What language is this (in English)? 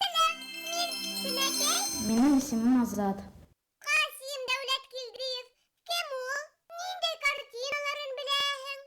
Bashkir